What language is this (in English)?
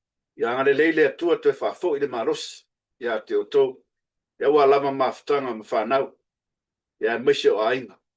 Samoan